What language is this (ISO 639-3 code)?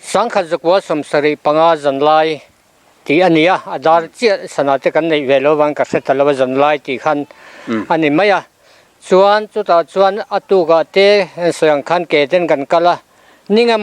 lus